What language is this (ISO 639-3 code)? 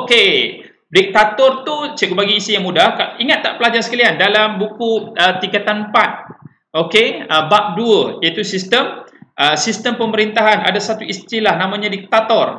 msa